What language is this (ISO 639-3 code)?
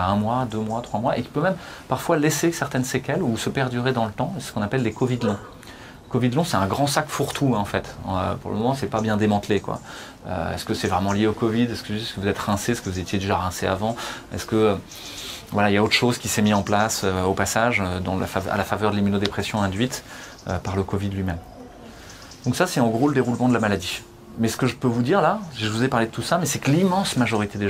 fra